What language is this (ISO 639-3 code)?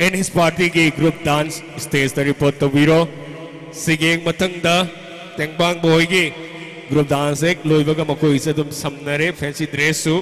mni